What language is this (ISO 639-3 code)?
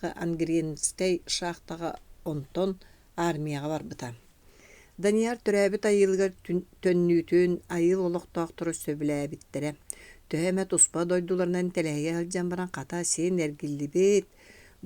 sah